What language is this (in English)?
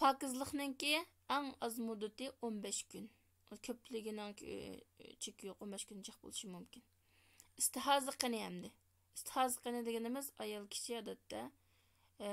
Uyghur